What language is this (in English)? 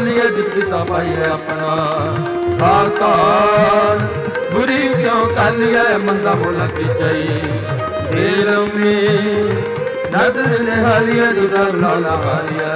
Punjabi